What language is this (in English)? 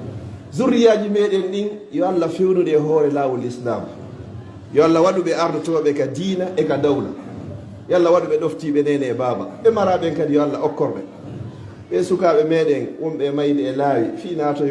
Fula